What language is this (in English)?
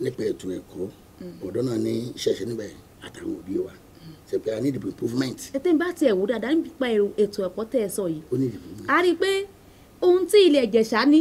Yoruba